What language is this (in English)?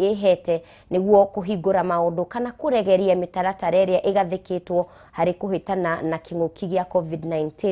Kikuyu